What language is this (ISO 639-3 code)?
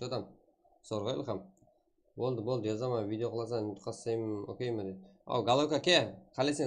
kaa